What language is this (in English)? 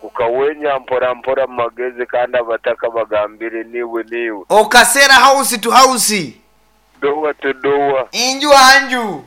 Nyankole